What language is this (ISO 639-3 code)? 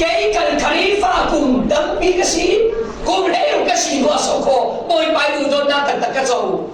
cfm